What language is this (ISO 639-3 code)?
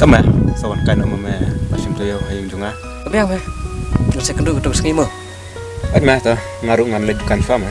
kha